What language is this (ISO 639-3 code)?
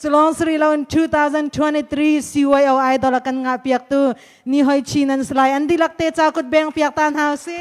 cnh